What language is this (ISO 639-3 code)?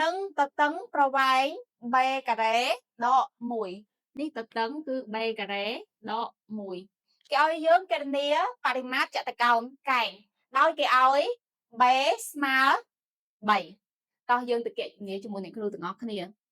khm